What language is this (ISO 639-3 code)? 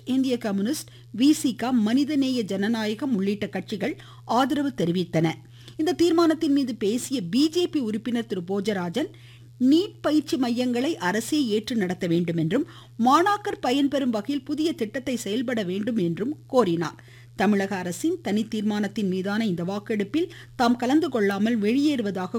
tam